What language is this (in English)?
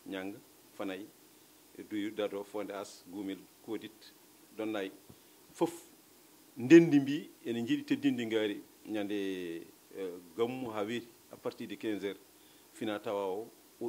Fula